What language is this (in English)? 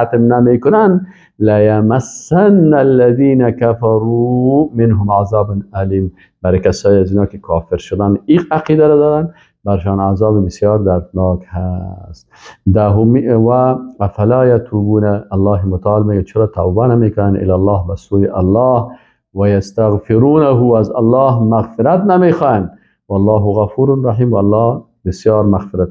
Persian